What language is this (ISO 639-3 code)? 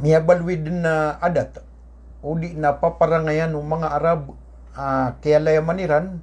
mrw